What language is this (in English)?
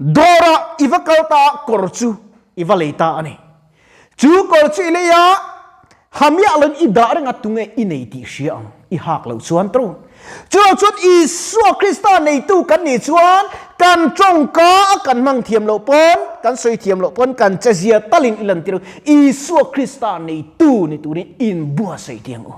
Mizo